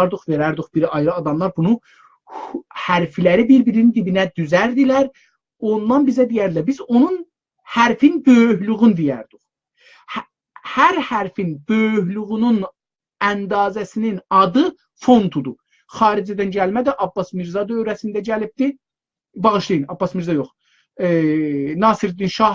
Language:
South Azerbaijani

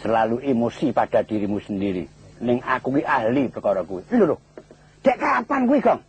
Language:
Javanese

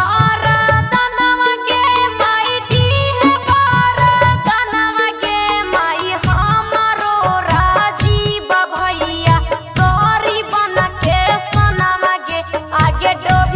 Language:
Magahi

